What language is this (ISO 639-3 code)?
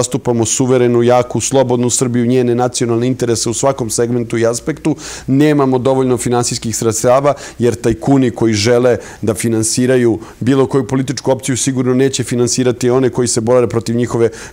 srp